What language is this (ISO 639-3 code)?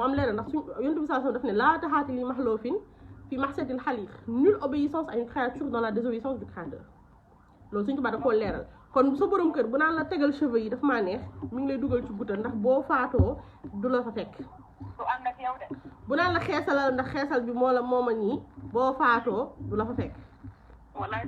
wol